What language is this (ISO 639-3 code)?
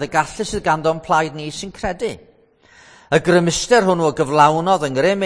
cym